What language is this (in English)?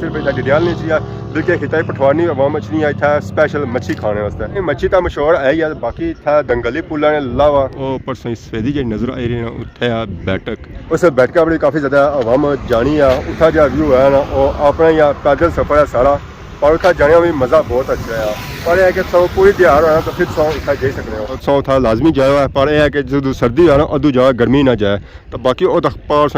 Pahari-Potwari